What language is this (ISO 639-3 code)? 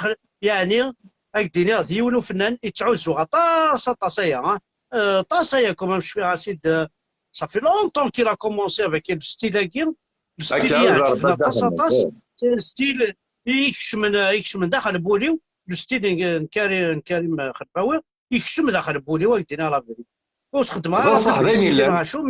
kab